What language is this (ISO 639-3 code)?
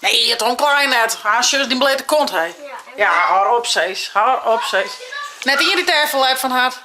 fry